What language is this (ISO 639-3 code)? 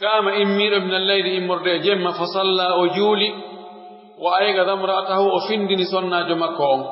fuf